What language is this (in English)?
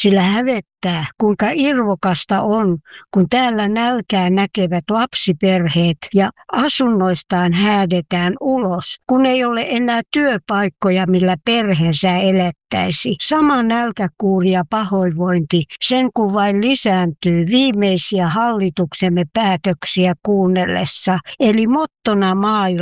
Finnish